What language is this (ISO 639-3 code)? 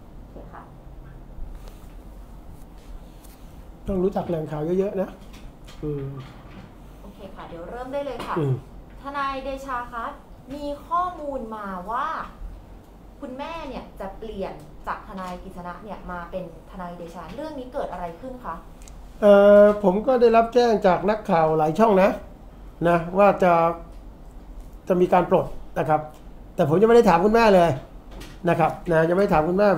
tha